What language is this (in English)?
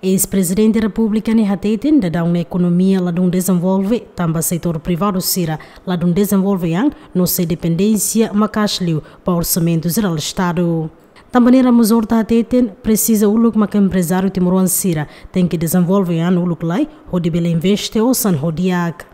Tetum